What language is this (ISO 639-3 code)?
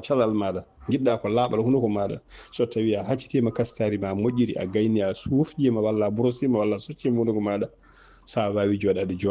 ful